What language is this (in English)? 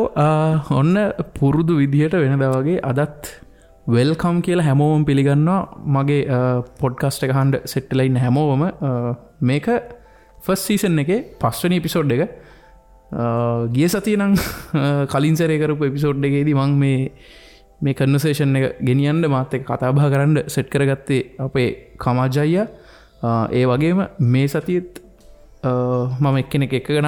Sinhala